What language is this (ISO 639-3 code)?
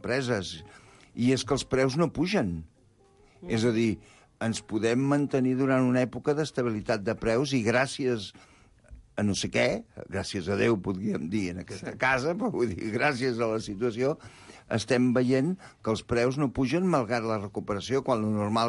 cat